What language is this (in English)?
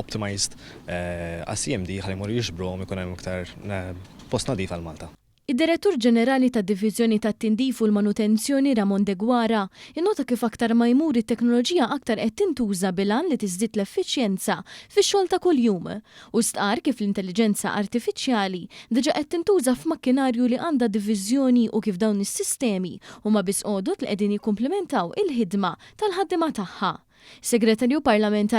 Maltese